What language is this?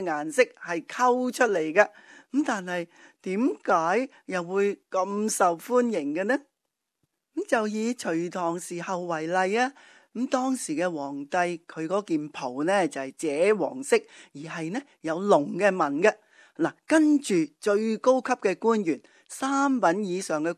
Cantonese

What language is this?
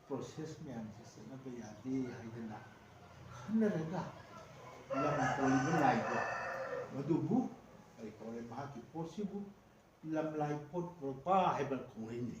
Manipuri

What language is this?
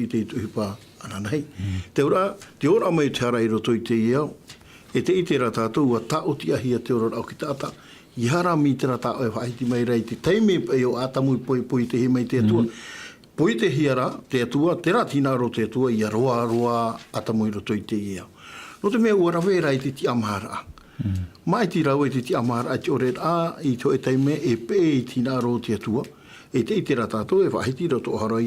Tahitian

